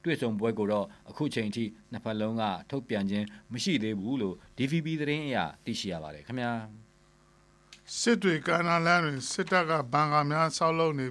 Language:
Burmese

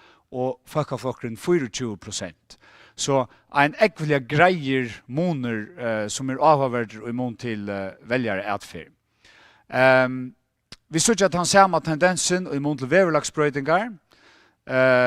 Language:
Faroese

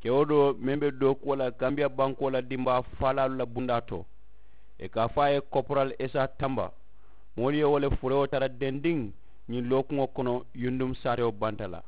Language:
Mandingo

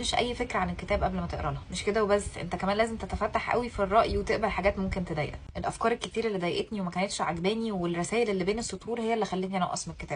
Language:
Egyptian Arabic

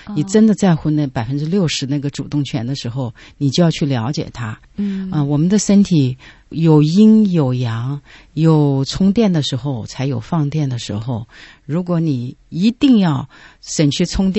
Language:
Chinese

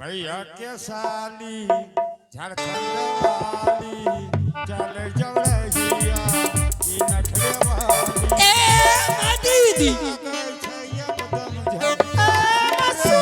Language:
Angika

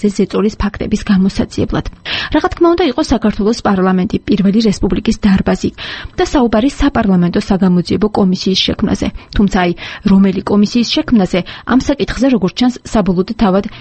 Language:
Georgian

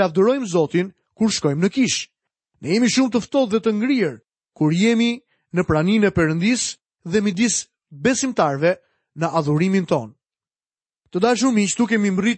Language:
Albanian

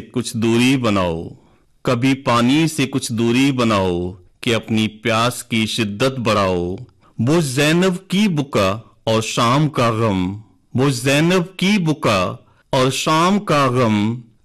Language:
Urdu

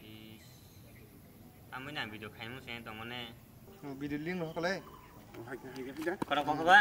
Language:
Kok Borok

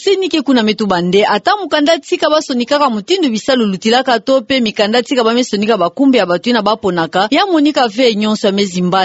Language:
Kituba (Democratic Republic of Congo)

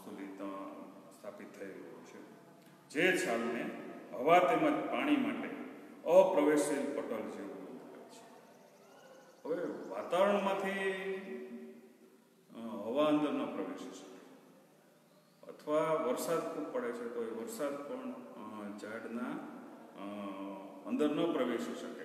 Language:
Gujarati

